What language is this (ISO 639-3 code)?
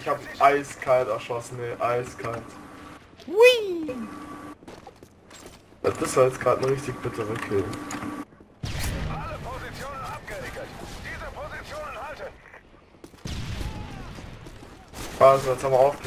deu